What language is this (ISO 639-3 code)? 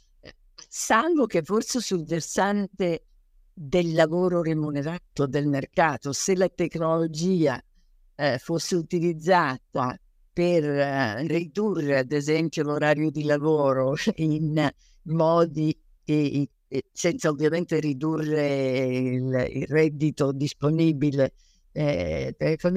ita